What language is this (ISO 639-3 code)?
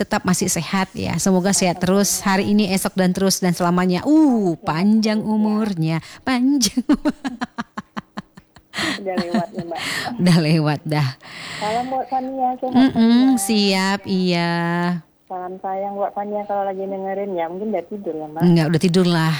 ind